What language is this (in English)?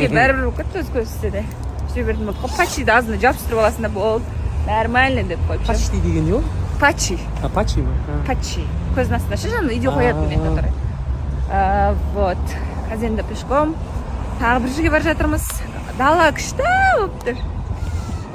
Kazakh